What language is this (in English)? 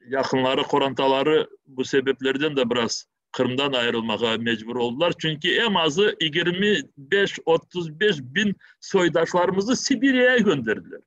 Crimean Tatar